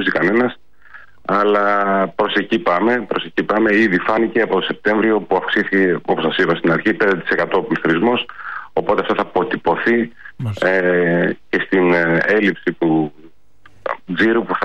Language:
Greek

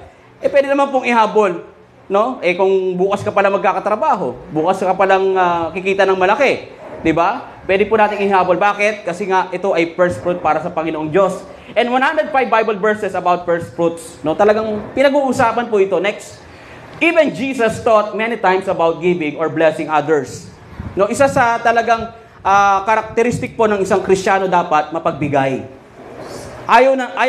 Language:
Filipino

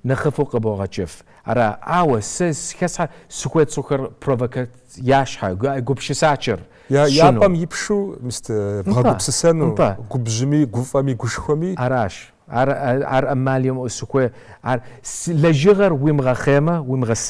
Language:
Kabardian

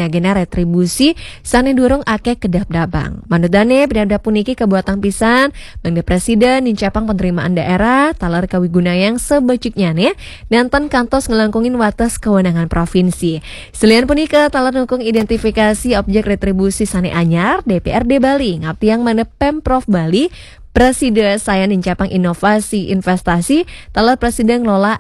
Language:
Balinese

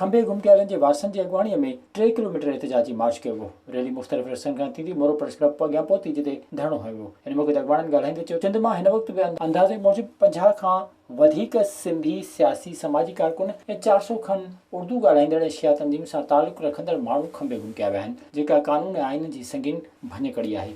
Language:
Sindhi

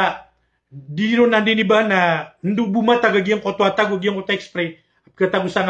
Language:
Maranao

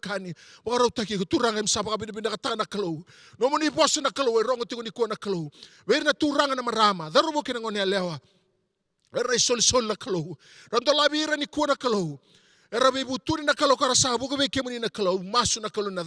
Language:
Fijian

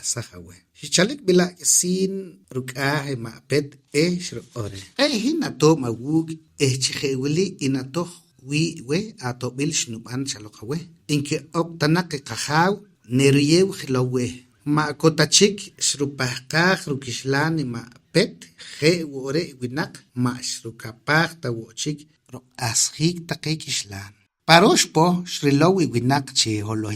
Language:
Poqomchi'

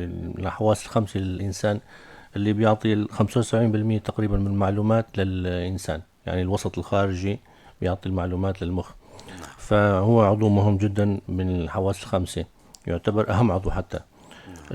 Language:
North Levantine Arabic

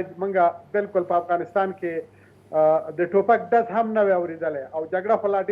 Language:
Pashto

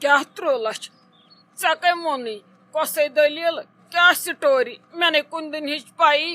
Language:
Kashmiri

